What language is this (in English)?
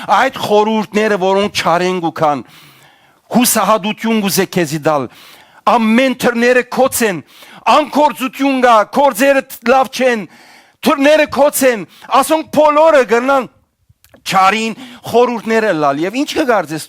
Western Armenian